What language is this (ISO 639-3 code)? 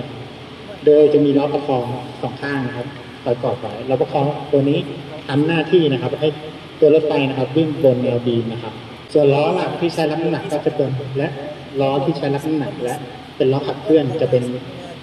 tha